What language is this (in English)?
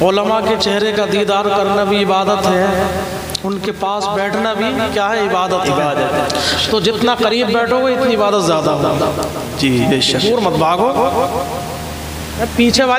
Urdu